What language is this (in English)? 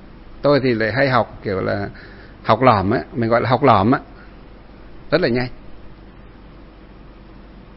Vietnamese